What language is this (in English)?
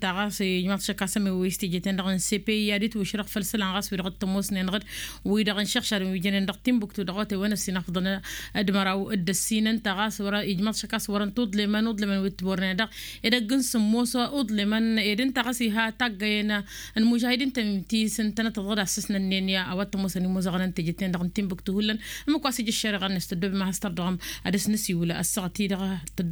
Tamasheq